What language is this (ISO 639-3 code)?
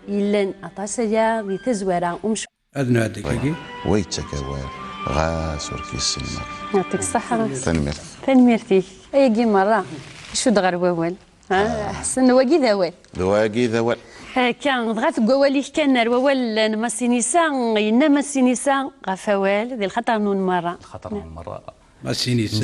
kab